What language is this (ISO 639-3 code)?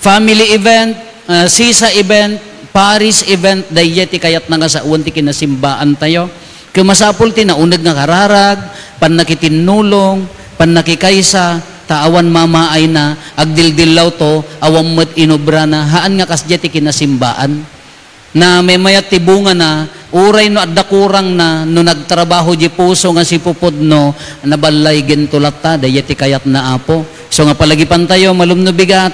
ilo